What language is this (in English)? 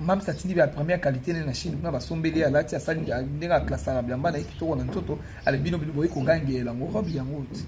Lingala